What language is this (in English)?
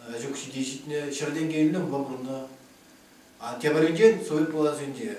Chuvash